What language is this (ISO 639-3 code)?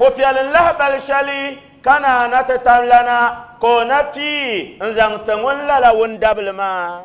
dag